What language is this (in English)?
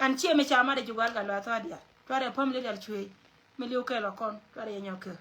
Nuer